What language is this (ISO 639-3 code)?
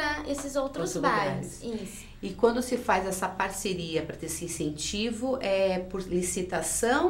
por